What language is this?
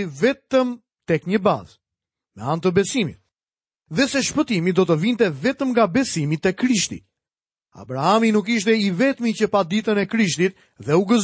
Albanian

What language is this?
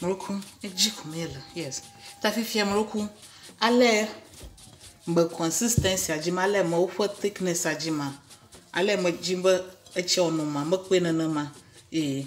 Ewe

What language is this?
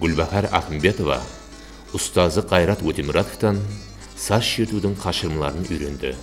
Kara-Kalpak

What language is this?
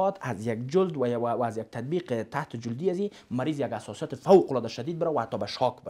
Persian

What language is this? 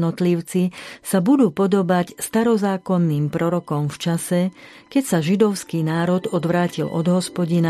Slovak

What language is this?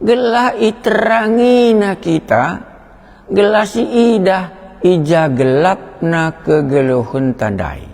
Batak Karo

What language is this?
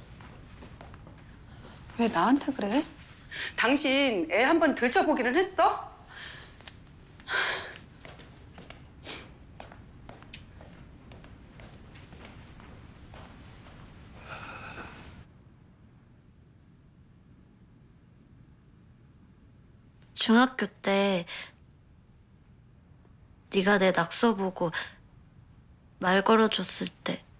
Korean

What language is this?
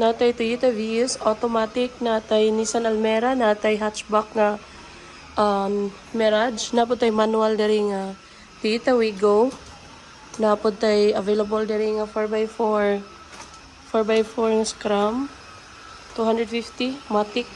Cebuano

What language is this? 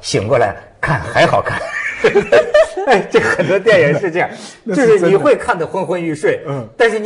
Chinese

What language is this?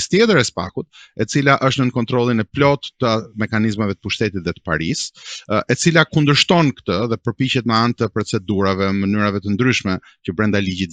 Albanian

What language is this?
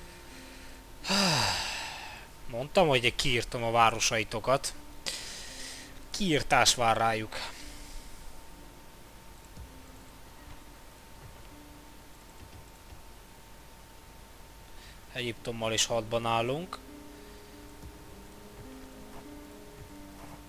Hungarian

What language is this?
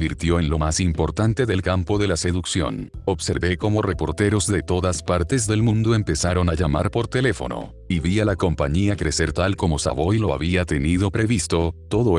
Spanish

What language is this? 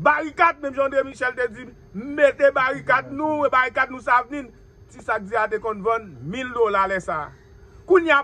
Haitian Creole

